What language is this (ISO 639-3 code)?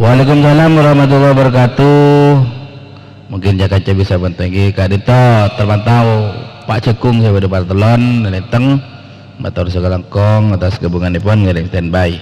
mad